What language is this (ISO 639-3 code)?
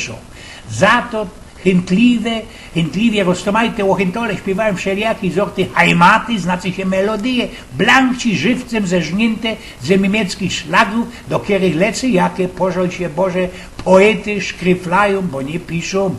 szl